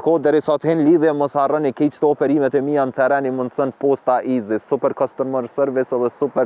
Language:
Albanian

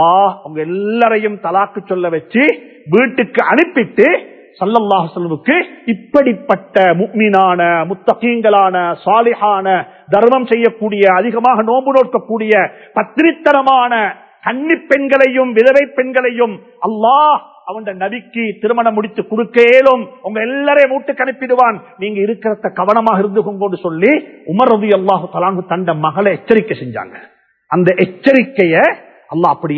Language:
Tamil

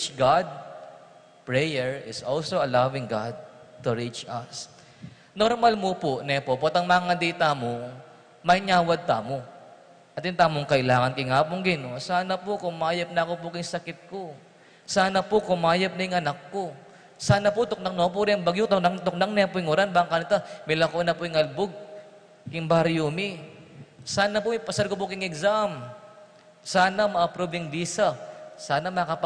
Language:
Pampanga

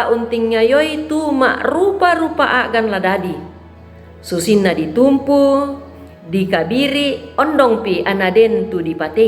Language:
Toraja-Sa'dan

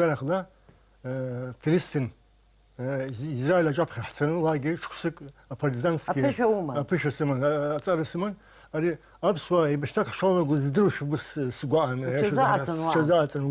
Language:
Abkhazian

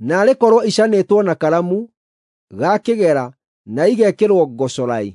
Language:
Kikuyu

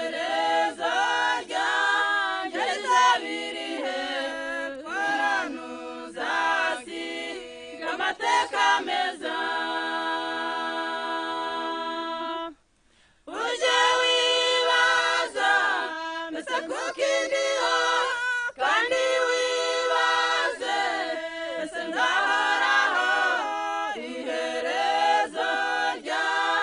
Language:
Kinyarwanda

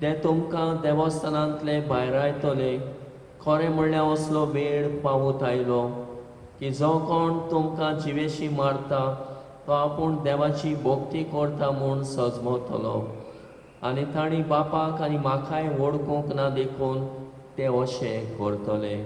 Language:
Konkani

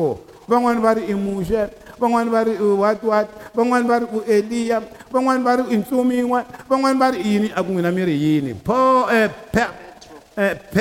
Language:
Tsonga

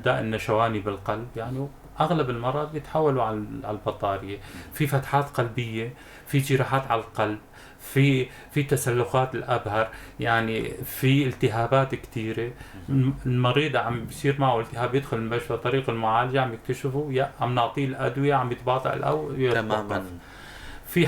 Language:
North Levantine Arabic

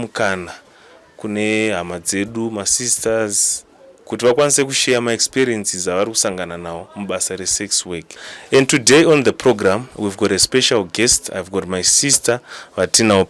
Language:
Shona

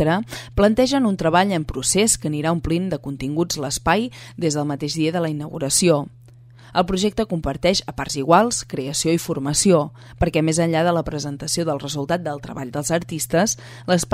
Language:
Catalan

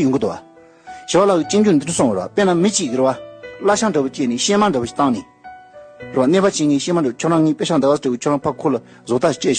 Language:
Tibetan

